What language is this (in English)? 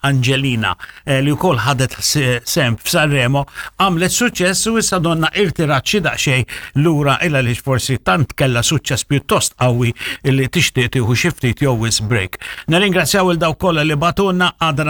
Maltese